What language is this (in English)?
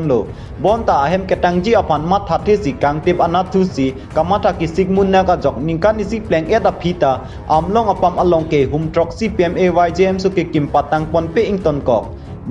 Karbi